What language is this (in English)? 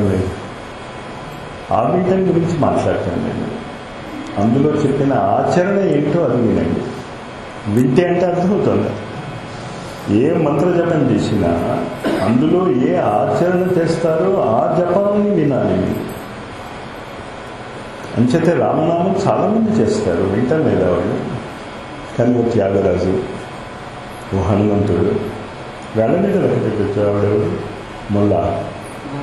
Telugu